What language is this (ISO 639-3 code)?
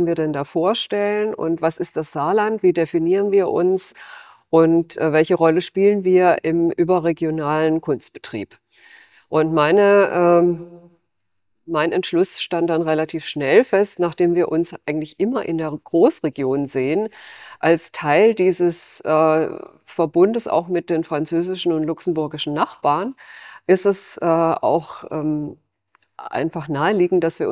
deu